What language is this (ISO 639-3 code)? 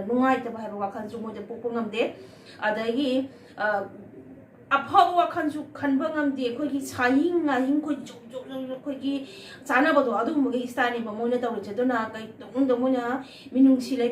mni